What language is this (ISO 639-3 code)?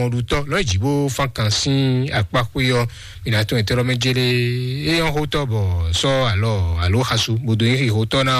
fon